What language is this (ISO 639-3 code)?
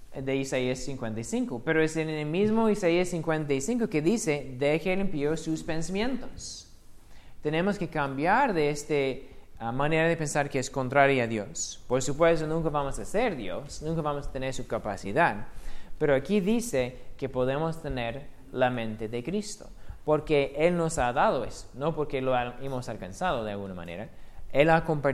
spa